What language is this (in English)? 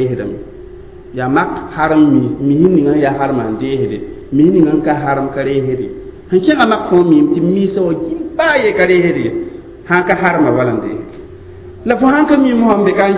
Mossi